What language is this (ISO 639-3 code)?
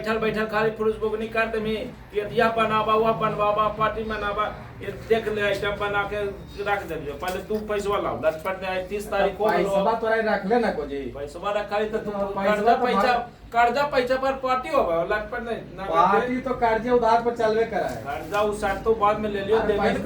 mag